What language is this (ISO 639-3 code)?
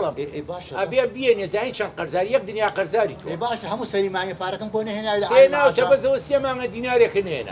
ckb